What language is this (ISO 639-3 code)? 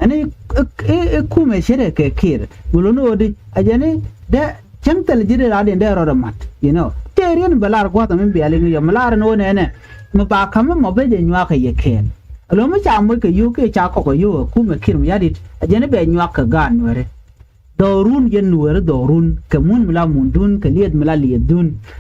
nus